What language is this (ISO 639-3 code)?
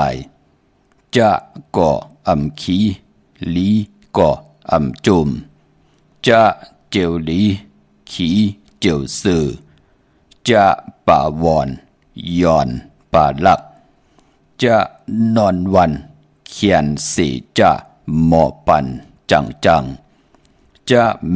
shn